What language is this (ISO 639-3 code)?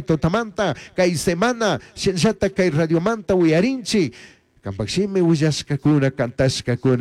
qug